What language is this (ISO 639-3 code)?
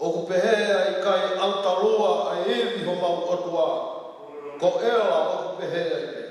ton